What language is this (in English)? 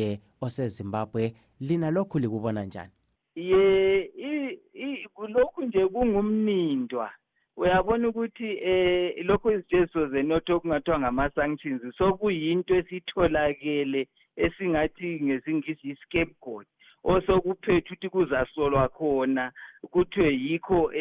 North Ndebele